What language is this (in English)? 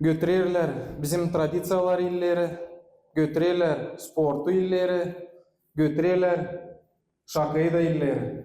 Gagauz